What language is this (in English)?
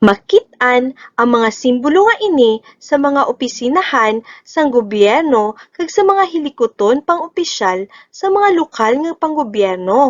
Hiligaynon